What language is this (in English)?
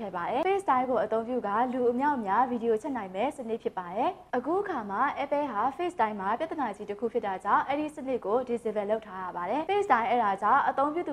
Burmese